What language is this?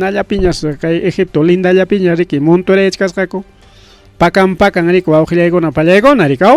Ayacucho Quechua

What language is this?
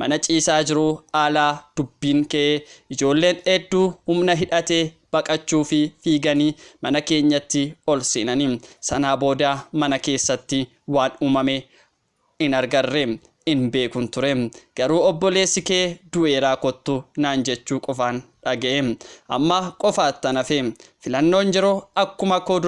Oromo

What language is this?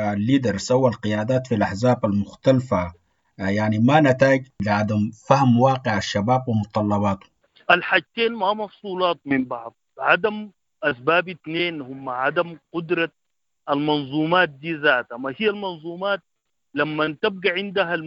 Sudanese Arabic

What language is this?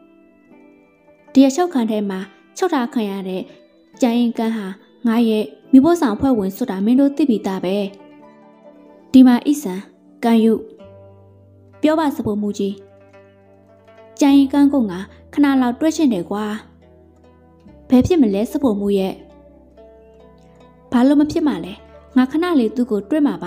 Burmese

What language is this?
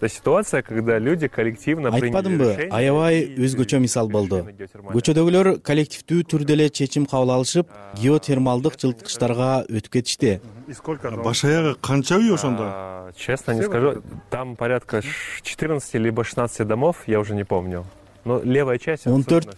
Kyrgyz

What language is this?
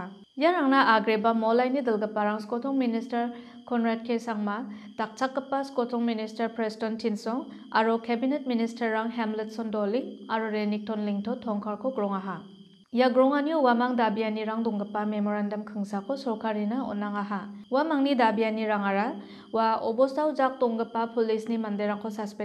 Garo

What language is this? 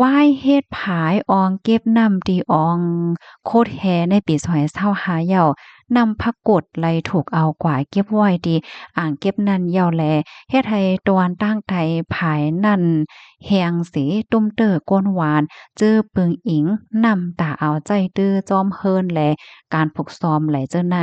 Shan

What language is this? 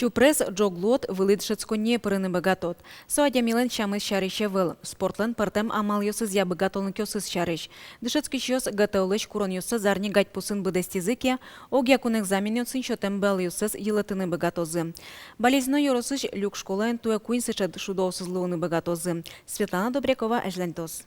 Udmurt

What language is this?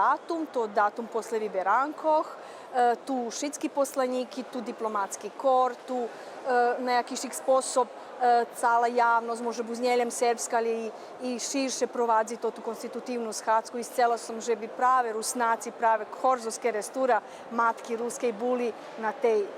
Rusyn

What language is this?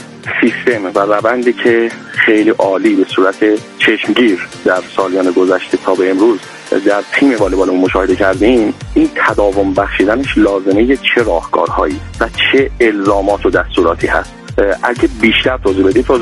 Persian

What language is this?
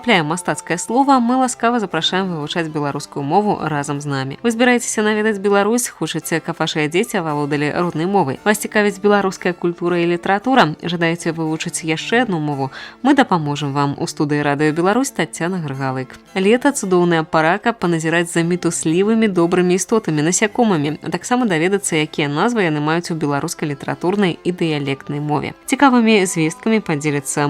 Belarusian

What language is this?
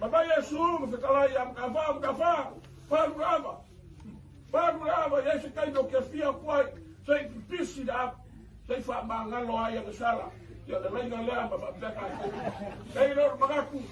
Samoan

